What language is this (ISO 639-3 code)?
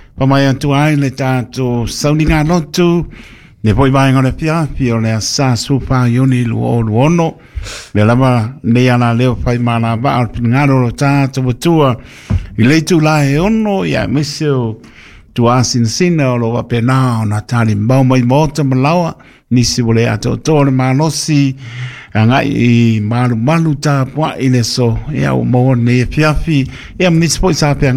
smo